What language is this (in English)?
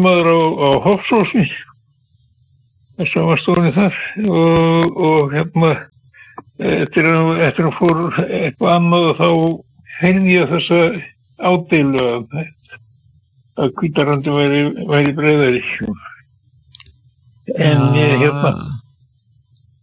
Icelandic